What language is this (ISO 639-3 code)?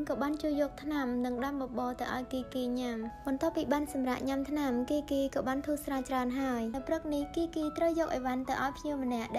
khm